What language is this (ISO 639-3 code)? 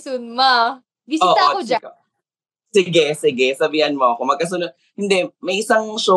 fil